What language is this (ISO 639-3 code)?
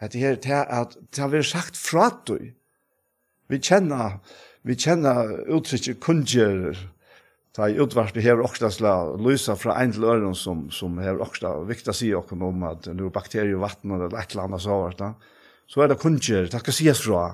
fao